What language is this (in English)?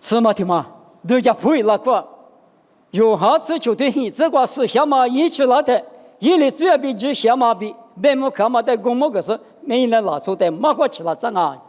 Lisu